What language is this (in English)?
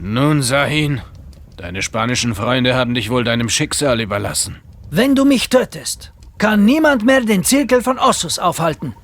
Bavarian